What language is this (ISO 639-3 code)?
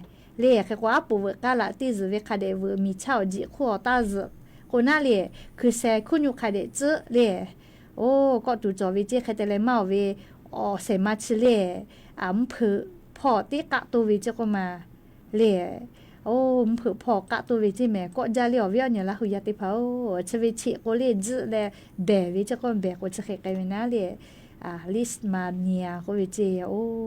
lhu